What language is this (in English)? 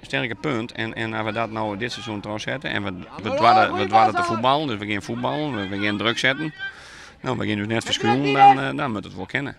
Western Frisian